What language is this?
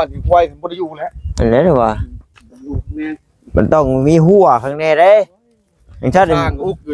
Northeastern Thai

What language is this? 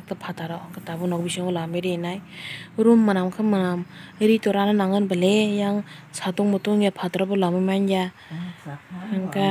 Kok Borok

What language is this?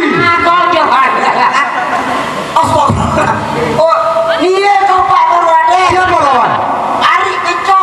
Sasak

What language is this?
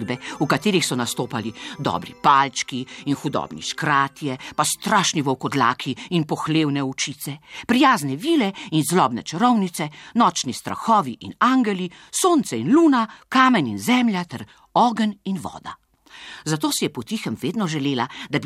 Slovenian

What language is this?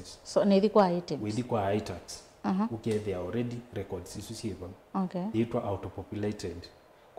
Kamba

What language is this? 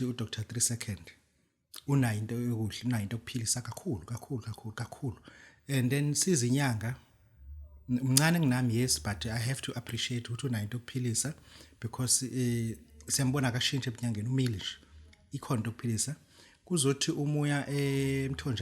Zulu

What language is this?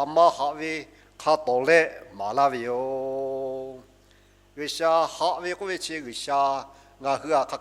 Lahu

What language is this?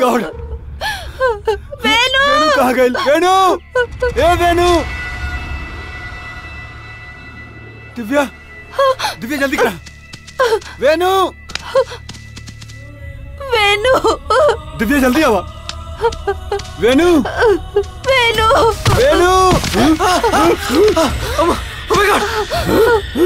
Bhojpuri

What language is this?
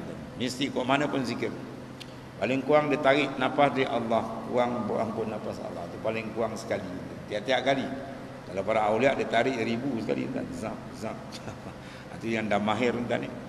Malay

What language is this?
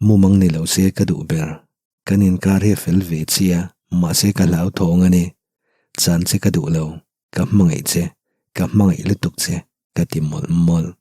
Mizo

